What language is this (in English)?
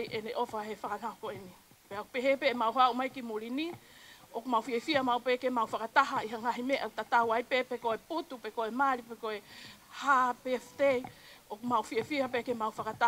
Tongan